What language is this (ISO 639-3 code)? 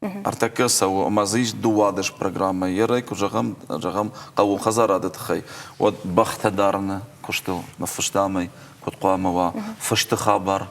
oss